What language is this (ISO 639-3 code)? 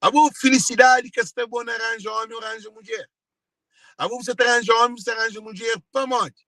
kea